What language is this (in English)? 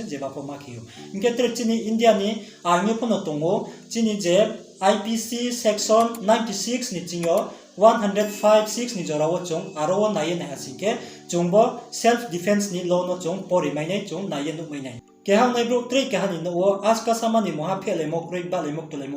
Riang (India)